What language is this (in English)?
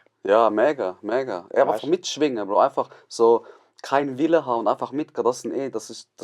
Swiss German